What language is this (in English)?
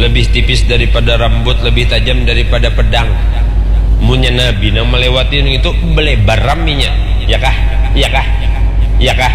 Banjar